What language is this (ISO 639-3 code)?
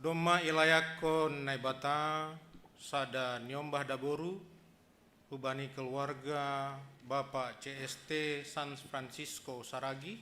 bts